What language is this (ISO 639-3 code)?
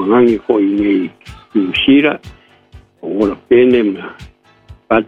smo